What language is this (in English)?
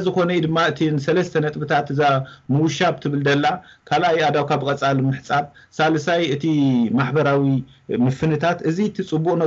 Tigrinya